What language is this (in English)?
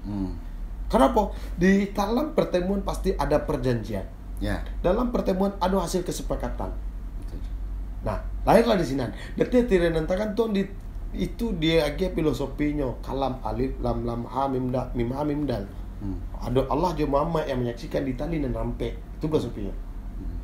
Minangkabau